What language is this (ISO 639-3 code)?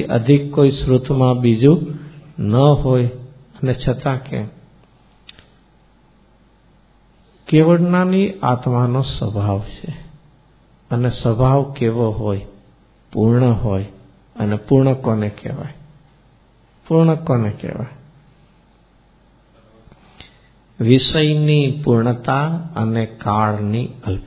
guj